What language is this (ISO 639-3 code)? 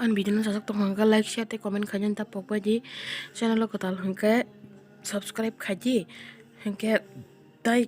trp